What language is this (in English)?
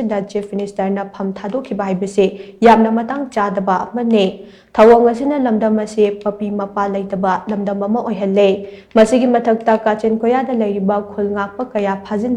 Manipuri